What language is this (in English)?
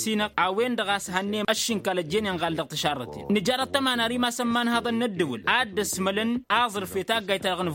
Tamasheq